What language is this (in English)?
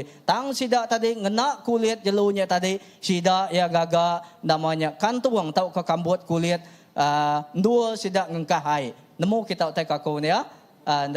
Iban